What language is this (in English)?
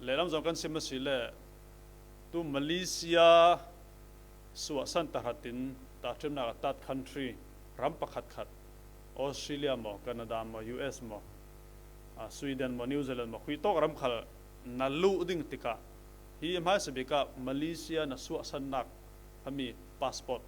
Falam Chin